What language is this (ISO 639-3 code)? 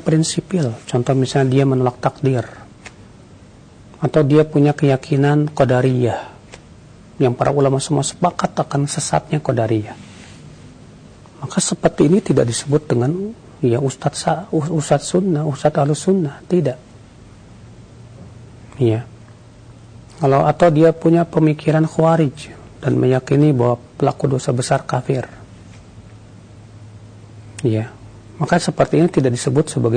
ind